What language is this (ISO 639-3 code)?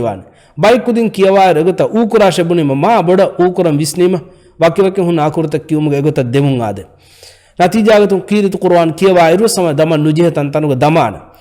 div